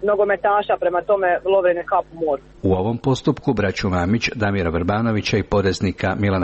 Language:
Croatian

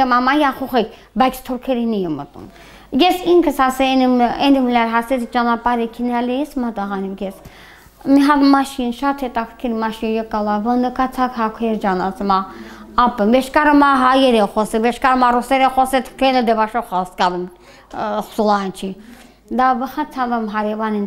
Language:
Armenian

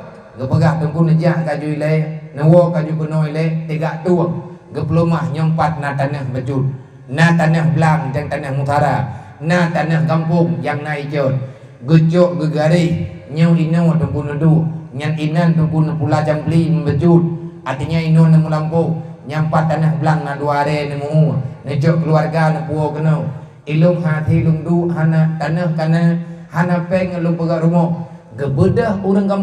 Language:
Achinese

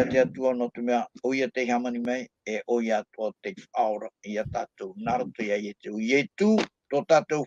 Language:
Tahitian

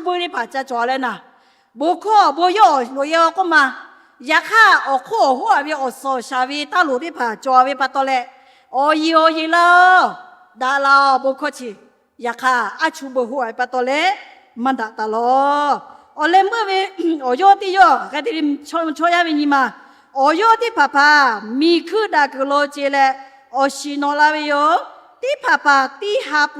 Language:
Lahu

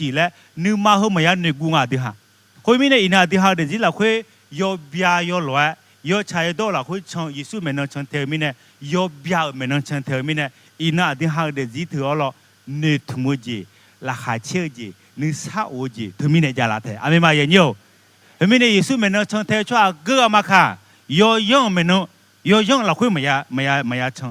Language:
Akha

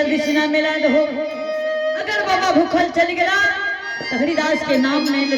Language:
Angika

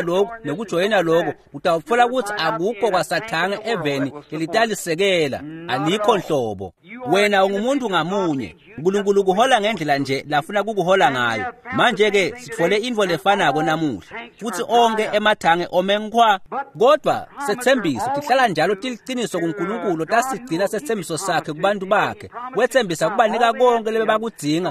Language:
Swati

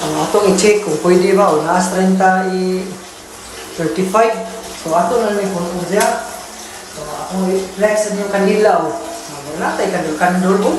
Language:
Cebuano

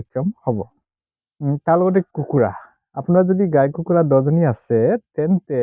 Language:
Assamese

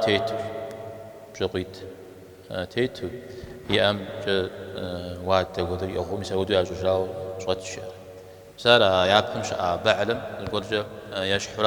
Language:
Kabardian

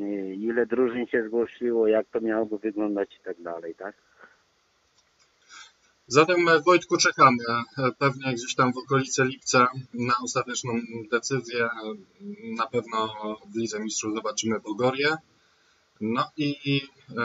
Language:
Polish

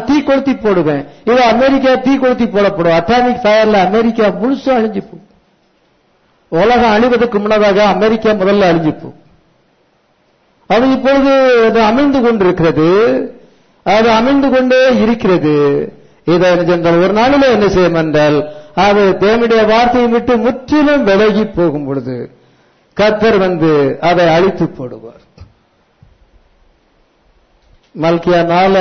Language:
Tamil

